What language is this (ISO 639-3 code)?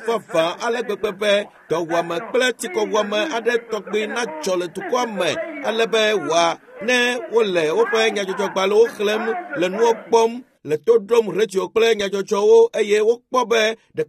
ewe